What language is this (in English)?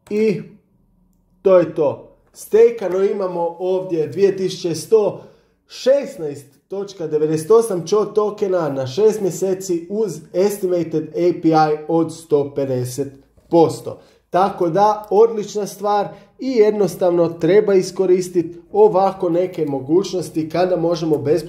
Croatian